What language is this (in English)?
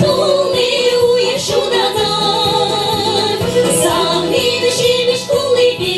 Chuvash